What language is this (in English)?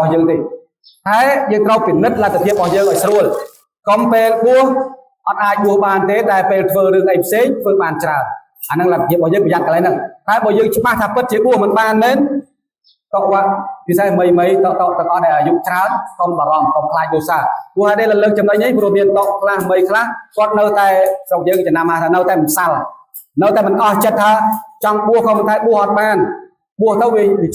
Khmer